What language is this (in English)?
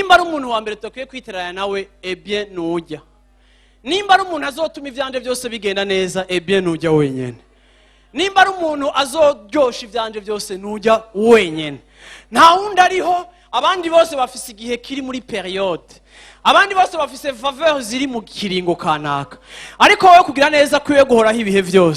Rundi